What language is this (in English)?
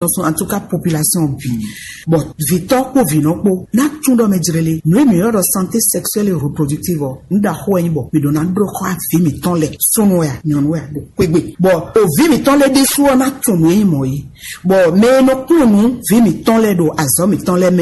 Fon